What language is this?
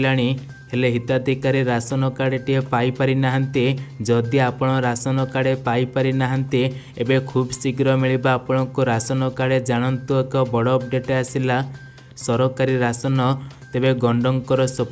Odia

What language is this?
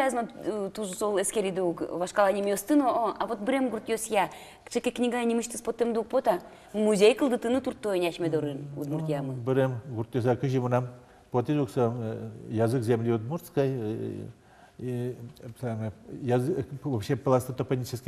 Udmurt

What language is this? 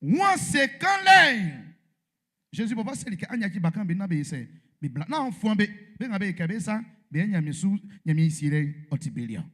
Baoulé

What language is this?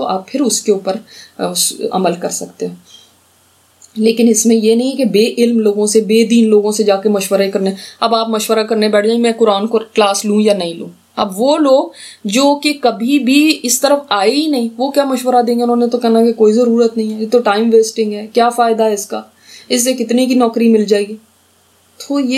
Urdu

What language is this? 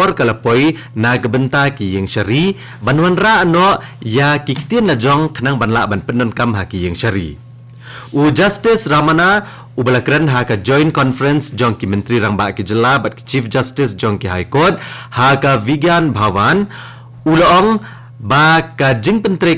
Khasi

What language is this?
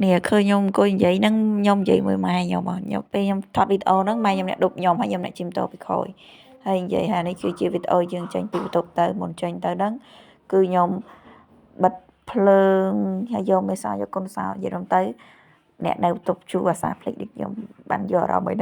Khmer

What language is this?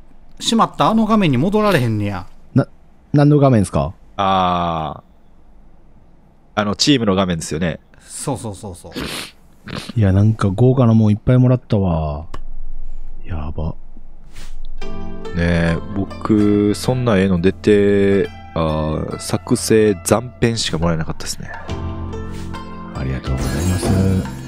Japanese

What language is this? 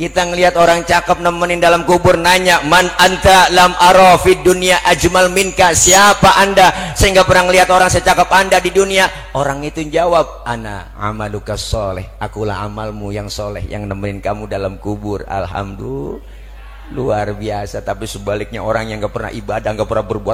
Betawi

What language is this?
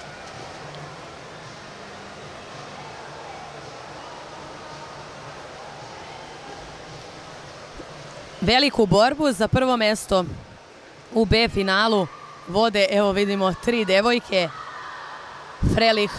Serbian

